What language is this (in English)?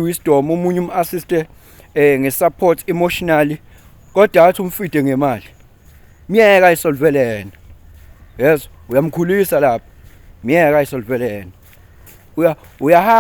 Zulu